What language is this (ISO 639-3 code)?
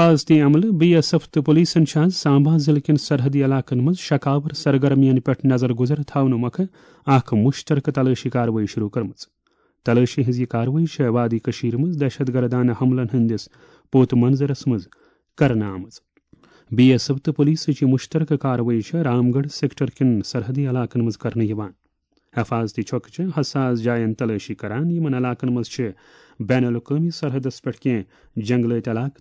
kas